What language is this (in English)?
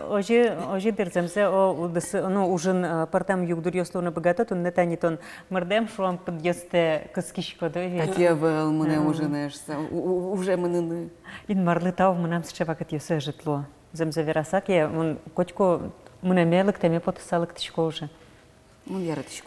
Udmurt